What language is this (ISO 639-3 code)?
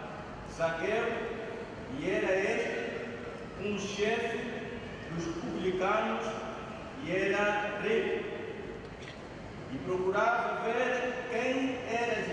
por